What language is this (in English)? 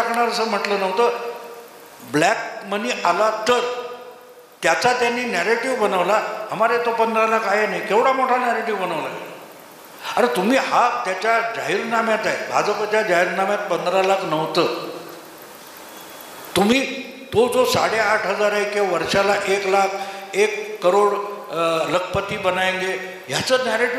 Marathi